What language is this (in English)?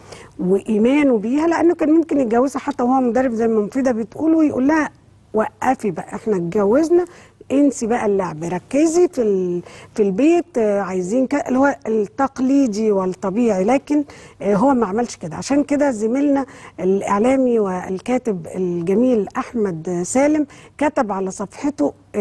Egyptian Arabic